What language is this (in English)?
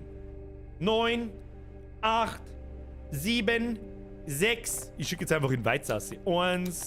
Bavarian